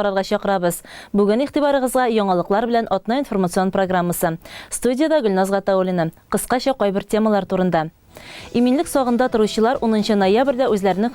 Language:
Tatar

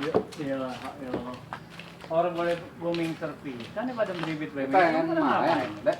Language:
Betawi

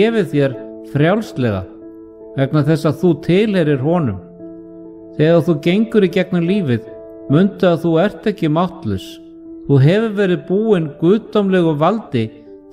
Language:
Icelandic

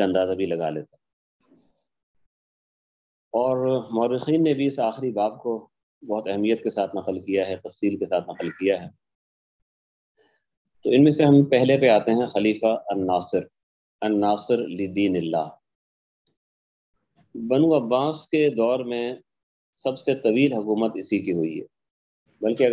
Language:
Urdu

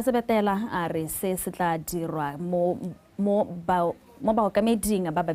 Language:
Tswana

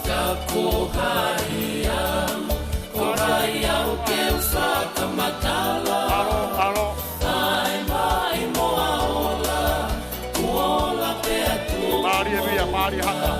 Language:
Tongan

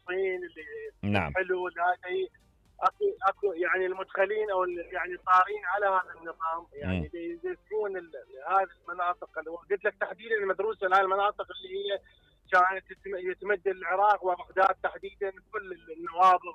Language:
Mesopotamian Arabic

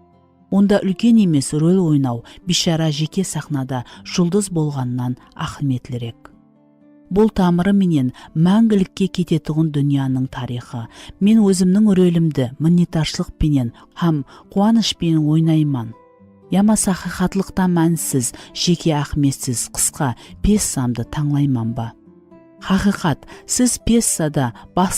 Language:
Kara-Kalpak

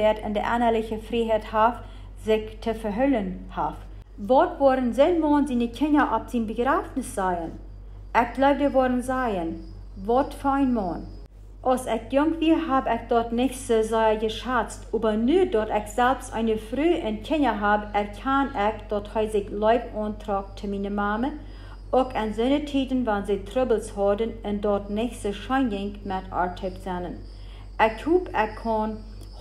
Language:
Plautdietsch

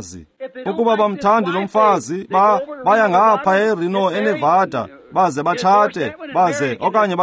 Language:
Xhosa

